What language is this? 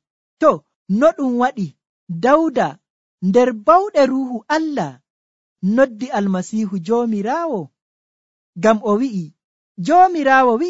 Nigerian Fulfulde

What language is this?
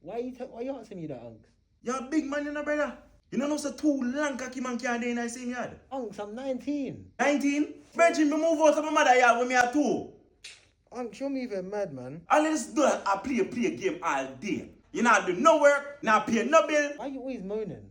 Jamaican Creole English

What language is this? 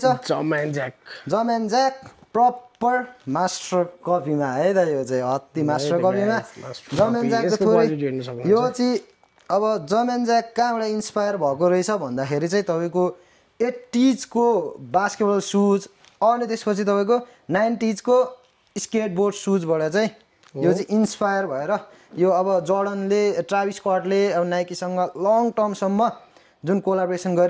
Nepali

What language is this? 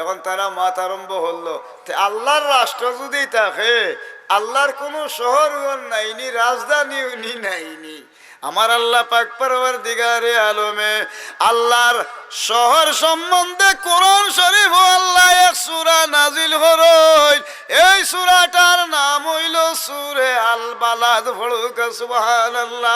Sylheti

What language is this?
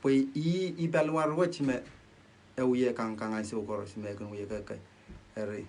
Pohnpeian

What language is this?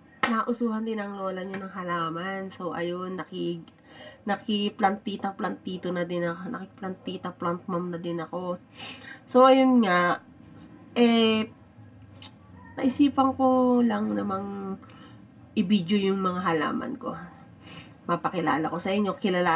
Filipino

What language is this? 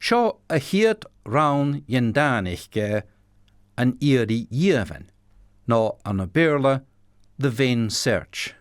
Scottish Gaelic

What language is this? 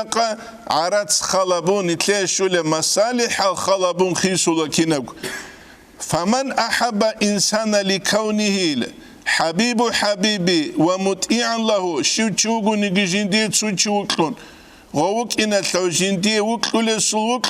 Avaric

